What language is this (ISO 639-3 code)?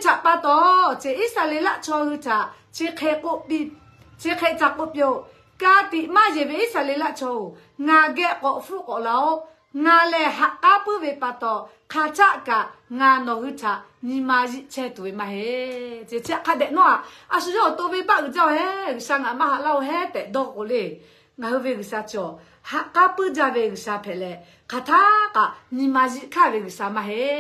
lhu